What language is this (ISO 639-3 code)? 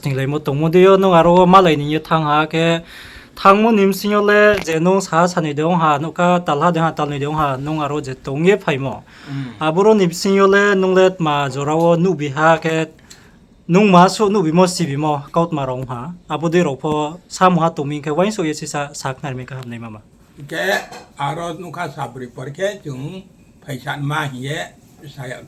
ria